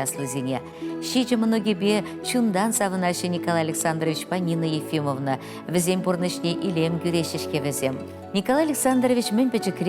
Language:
Chuvash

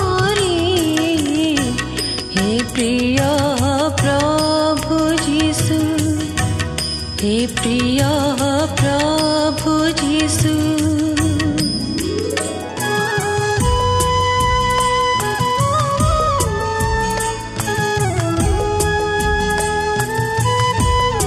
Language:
Odia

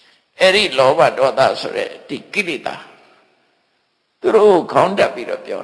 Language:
Burmese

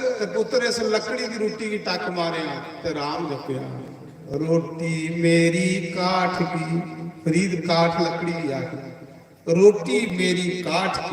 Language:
Dogri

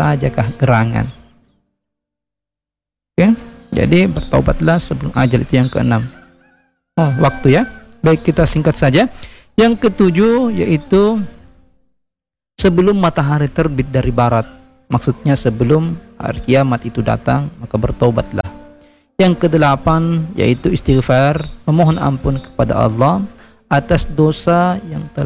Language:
Indonesian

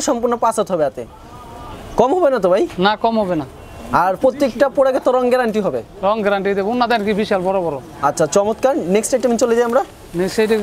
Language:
Bangla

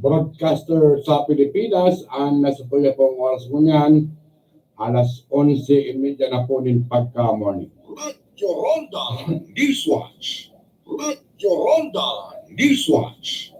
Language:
Bikol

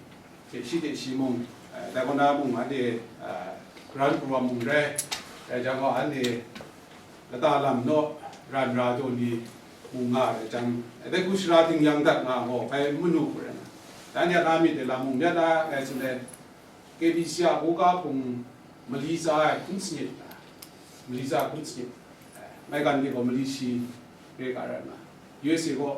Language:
Kachin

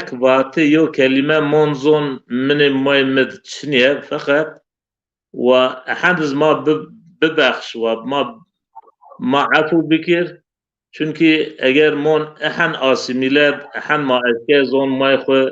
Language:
Zaza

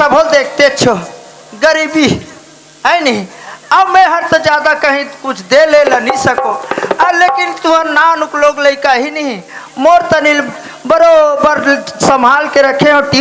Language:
Chhattisgarhi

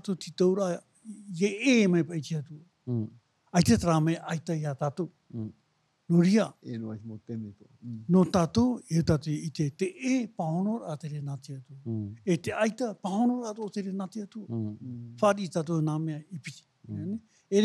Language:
Tahitian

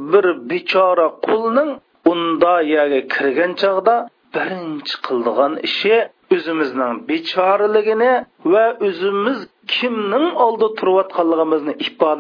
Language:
Uyghur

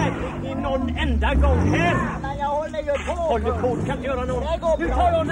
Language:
Swedish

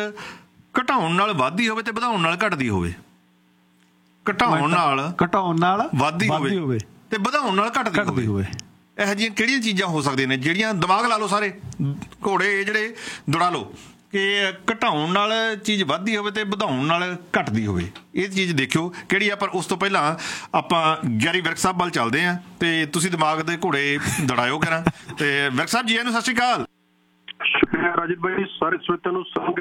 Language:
Punjabi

